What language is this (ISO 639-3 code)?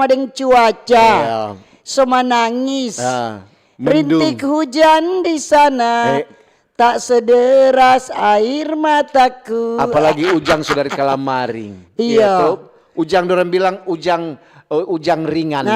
xmm